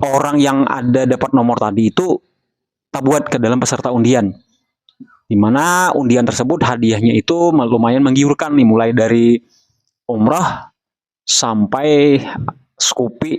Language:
Banjar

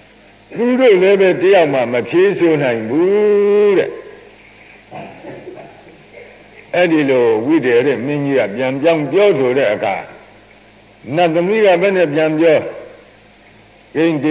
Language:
Burmese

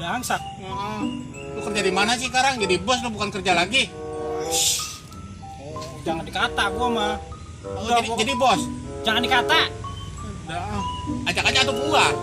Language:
Betawi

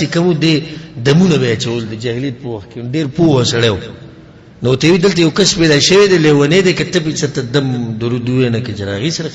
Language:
Pashto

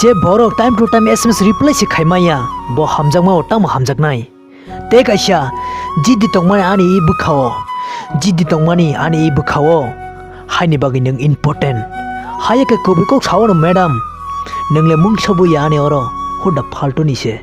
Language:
Kok Borok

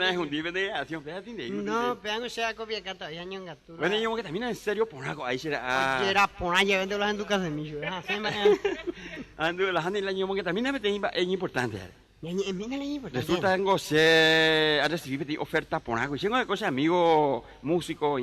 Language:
Guarani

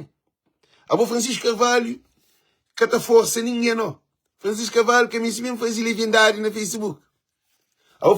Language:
Kabuverdianu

